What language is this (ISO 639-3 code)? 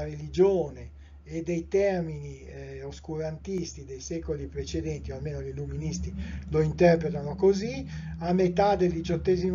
ita